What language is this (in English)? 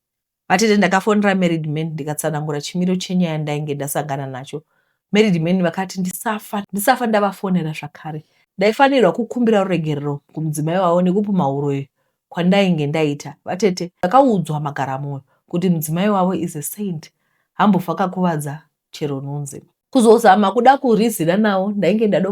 Shona